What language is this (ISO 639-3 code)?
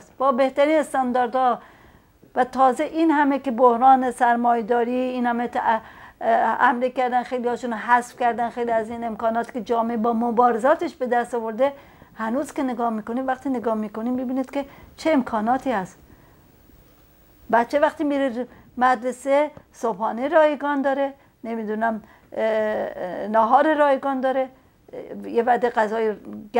fas